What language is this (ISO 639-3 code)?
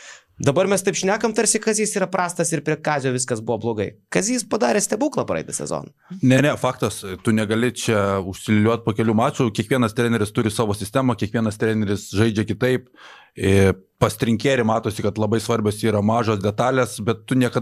lit